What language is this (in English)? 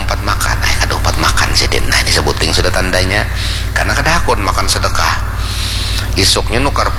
Banjar